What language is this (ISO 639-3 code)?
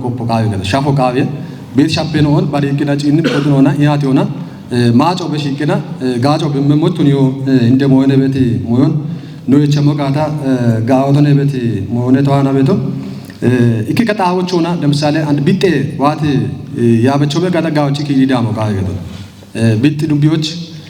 kbr